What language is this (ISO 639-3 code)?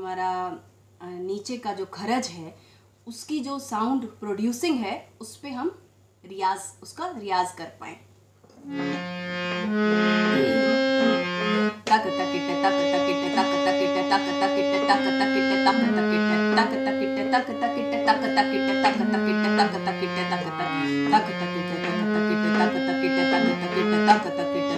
hin